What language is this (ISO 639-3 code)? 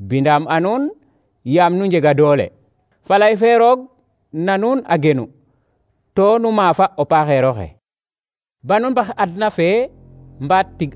srr